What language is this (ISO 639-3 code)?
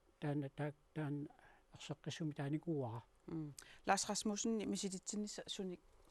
kal